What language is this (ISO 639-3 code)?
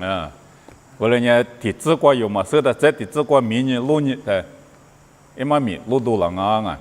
lis